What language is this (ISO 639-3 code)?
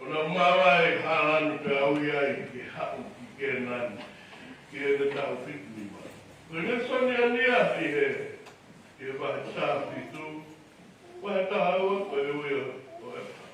ton